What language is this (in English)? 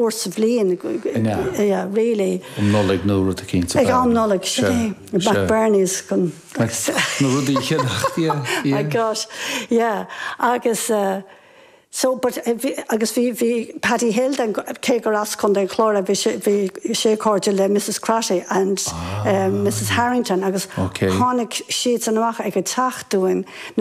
Irish